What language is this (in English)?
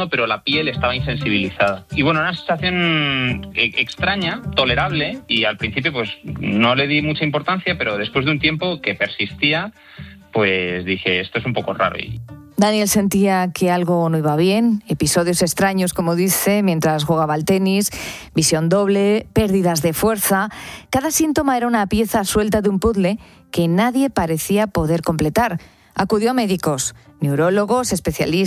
Spanish